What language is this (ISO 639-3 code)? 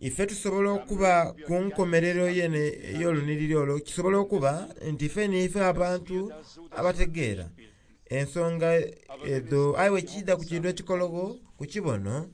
xog